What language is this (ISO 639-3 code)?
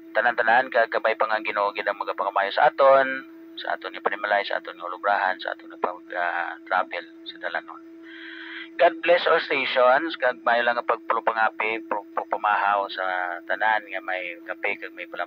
hil